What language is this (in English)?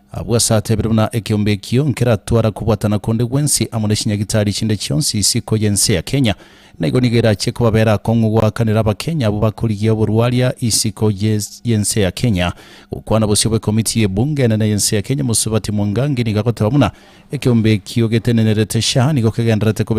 Gusii